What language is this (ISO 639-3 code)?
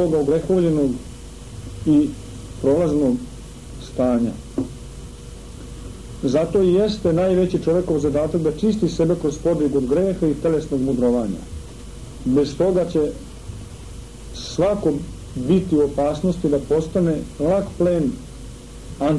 srp